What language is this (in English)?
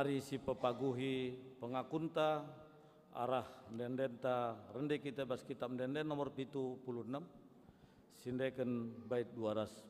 Batak Karo